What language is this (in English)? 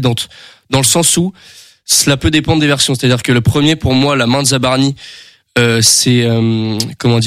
French